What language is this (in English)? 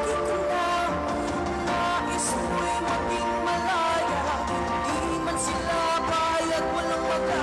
Hiligaynon